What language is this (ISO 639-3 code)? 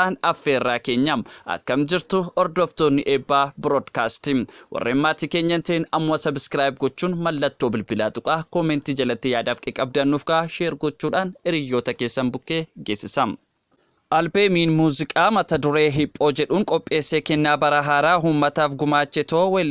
orm